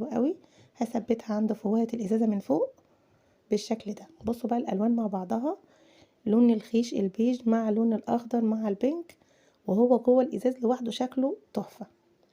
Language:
Egyptian Arabic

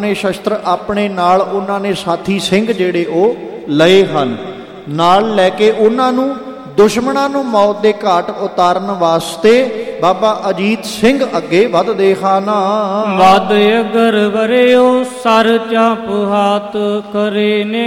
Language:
Punjabi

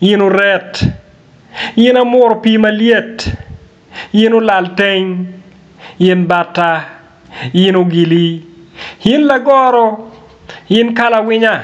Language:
Acoli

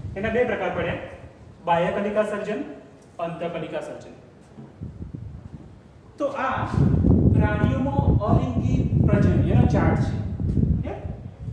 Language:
Gujarati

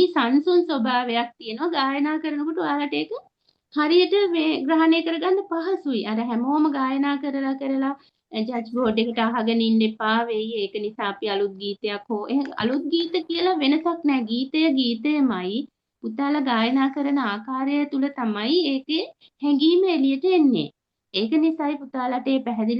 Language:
Sinhala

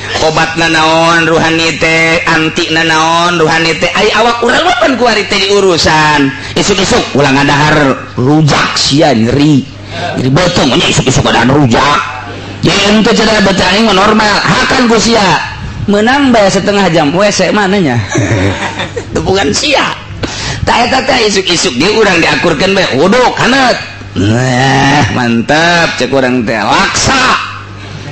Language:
Sundanese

